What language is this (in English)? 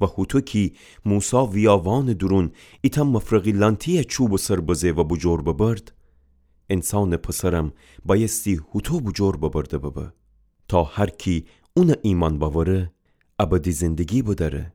Gilaki